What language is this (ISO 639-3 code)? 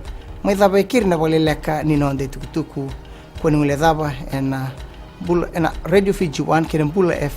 fij